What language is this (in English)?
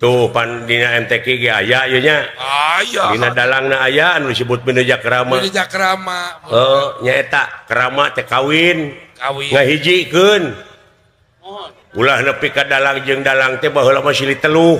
Sundanese